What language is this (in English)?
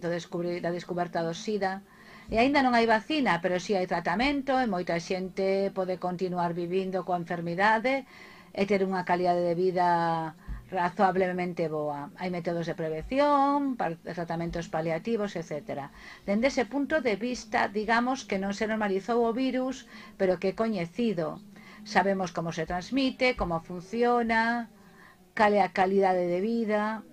Galician